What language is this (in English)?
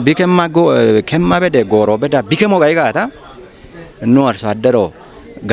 Kafa